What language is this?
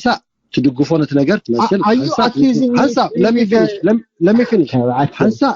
Tigrinya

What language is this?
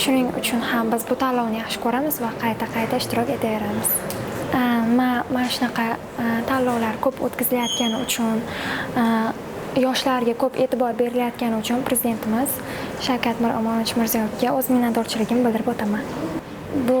Uzbek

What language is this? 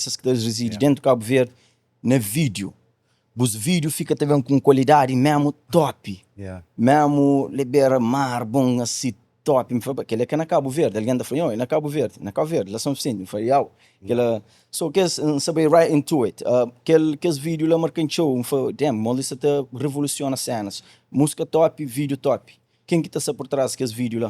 Kabuverdianu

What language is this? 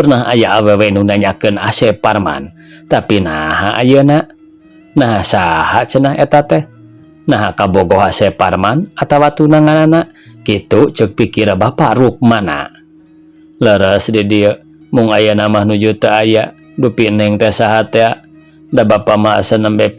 Sundanese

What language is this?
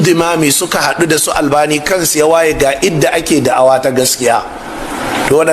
Hausa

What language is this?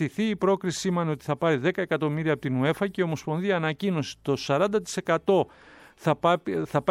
Greek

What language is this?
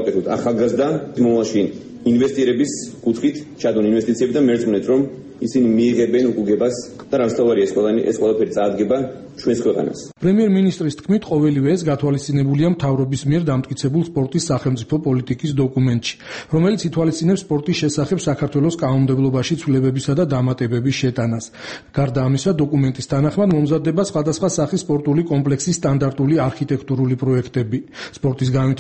Georgian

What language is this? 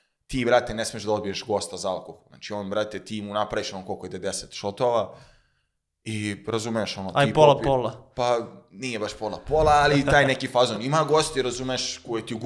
Serbian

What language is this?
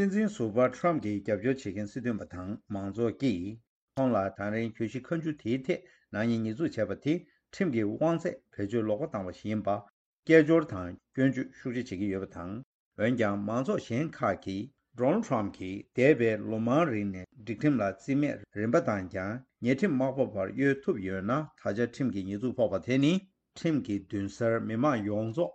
Tibetan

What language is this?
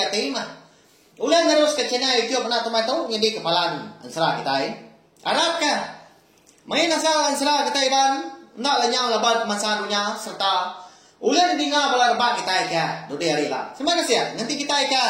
Iban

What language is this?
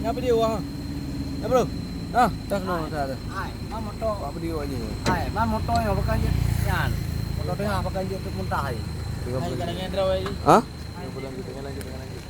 Achinese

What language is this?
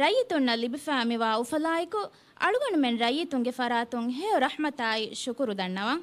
Divehi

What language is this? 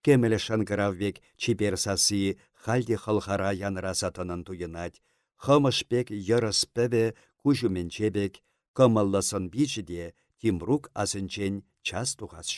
Chuvash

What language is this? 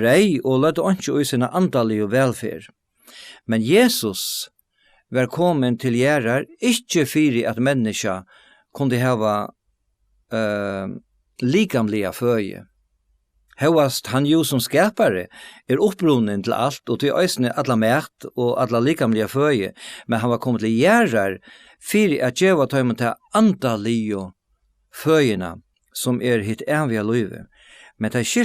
Faroese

